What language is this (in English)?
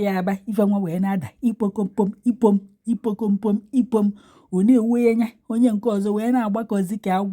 Igbo